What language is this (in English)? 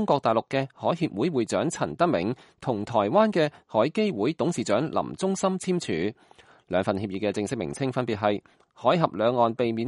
Cantonese